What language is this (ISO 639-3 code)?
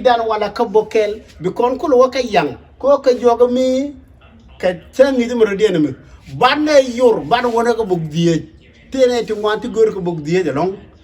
nus